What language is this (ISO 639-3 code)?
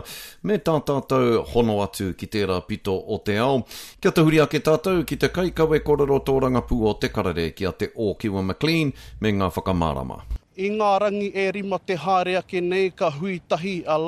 mri